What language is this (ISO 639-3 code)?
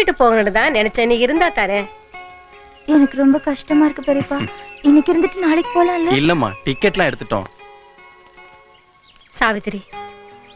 tam